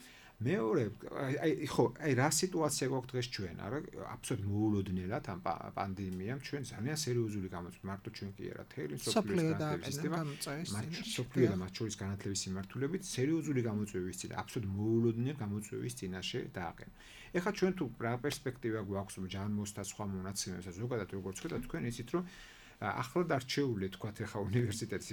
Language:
Georgian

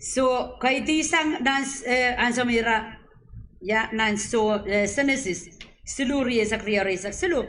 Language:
Pohnpeian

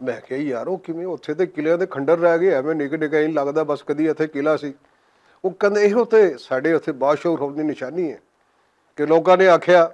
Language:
Western Panjabi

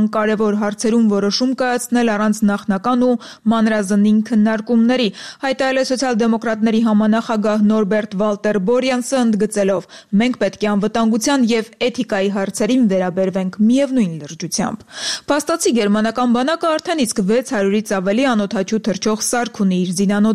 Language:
Armenian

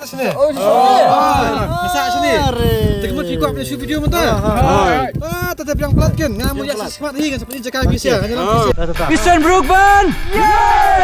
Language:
Khasi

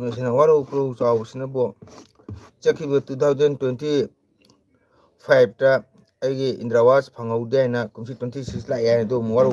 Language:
Manipuri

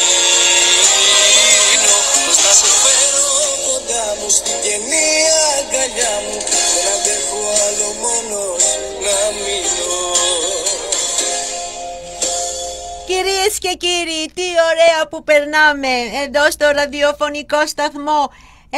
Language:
Greek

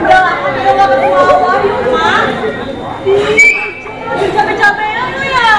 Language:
Betawi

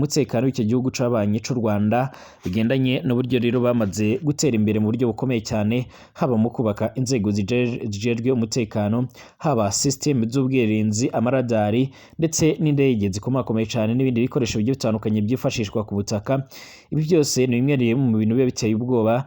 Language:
Rundi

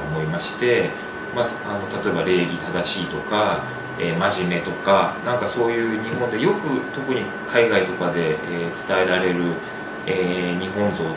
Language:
Japanese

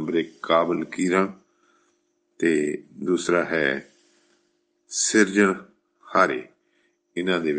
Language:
Punjabi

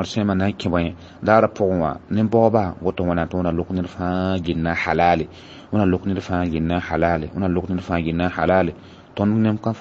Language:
Mossi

